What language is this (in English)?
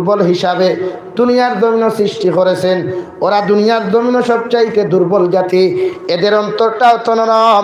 Sylheti